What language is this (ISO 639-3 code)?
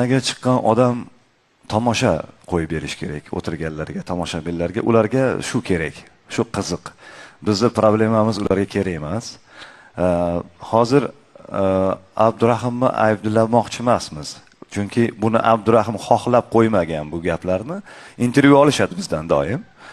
uzb